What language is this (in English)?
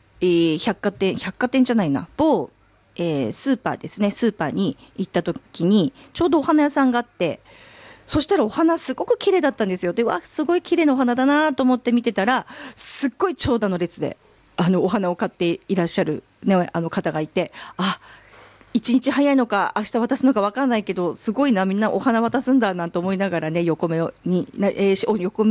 Japanese